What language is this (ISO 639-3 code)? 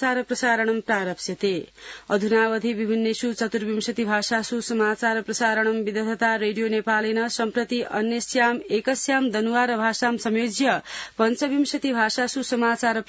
san